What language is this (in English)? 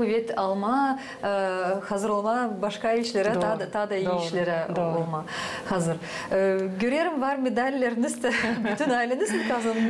Gagauz